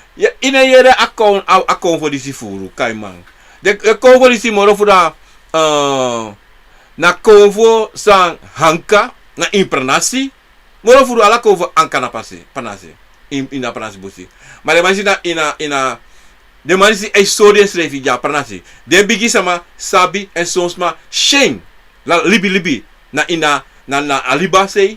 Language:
Sranan Tongo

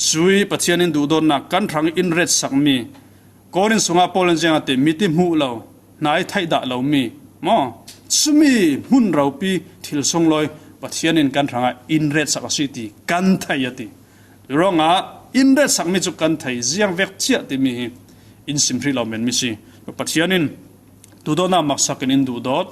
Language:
Falam Chin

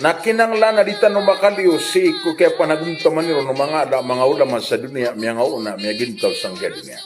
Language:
Maranao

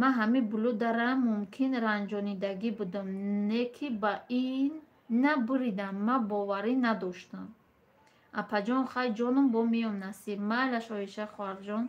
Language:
Tajik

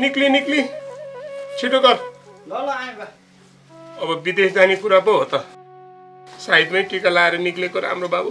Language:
Nepali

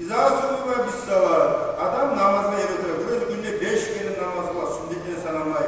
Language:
Kumyk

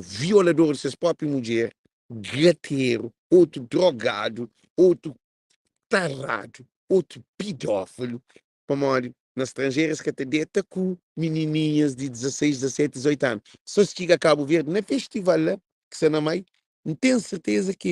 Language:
Kabuverdianu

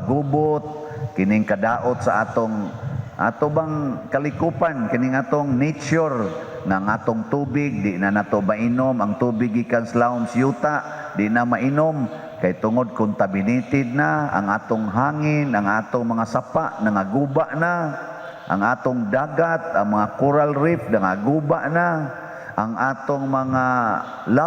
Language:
Cebuano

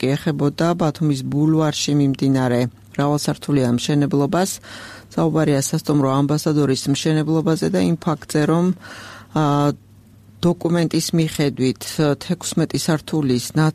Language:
Georgian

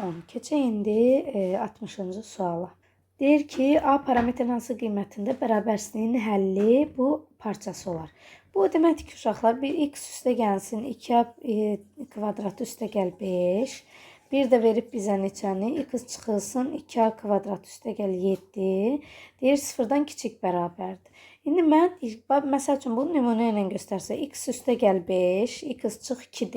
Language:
Azerbaijani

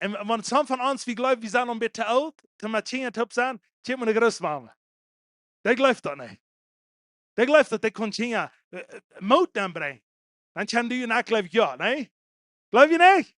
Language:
Plautdietsch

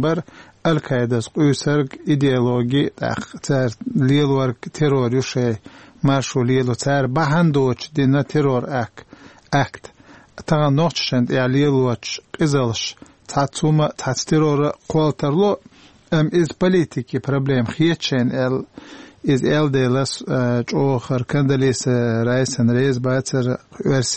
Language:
Chechen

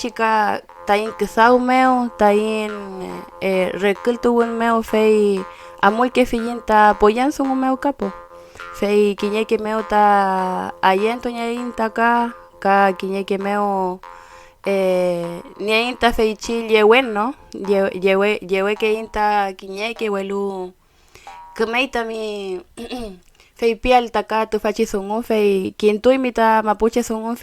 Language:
Mapuche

